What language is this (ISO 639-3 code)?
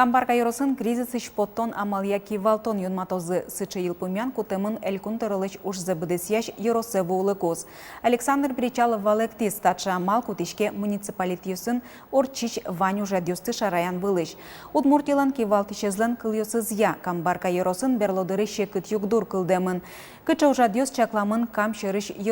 udm